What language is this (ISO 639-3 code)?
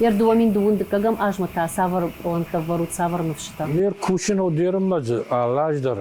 oss